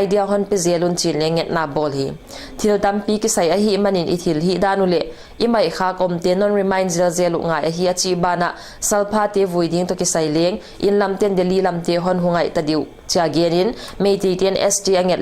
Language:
Paite Chin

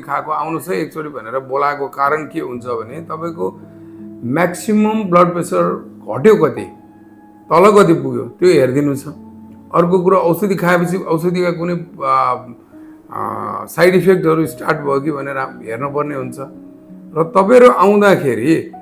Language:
Nepali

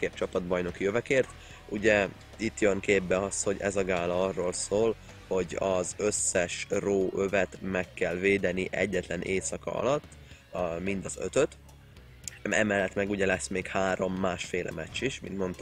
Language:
Hungarian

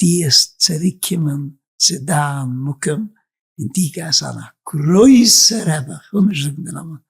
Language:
Yiddish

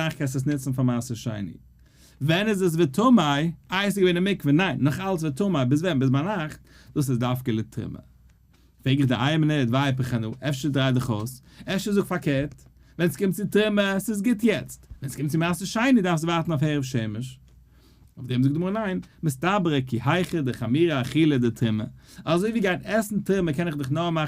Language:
Yiddish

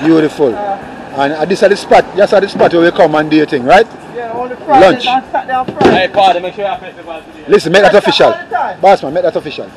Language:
Jamaican Creole English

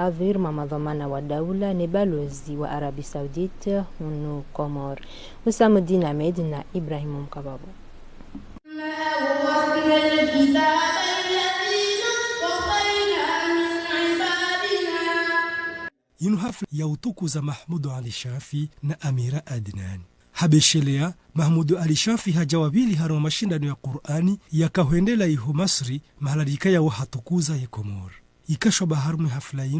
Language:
Ngazidja Comorian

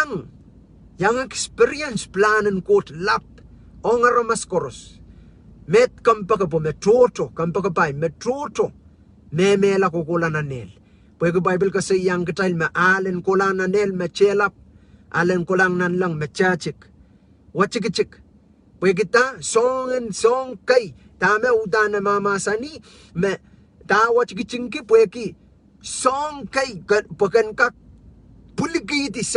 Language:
Pohnpeian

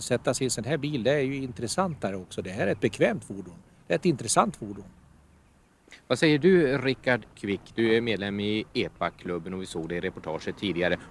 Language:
Swedish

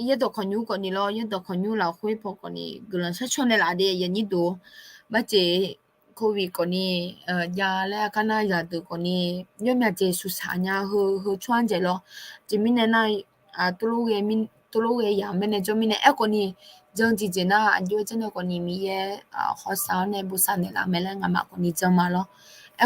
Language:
Akha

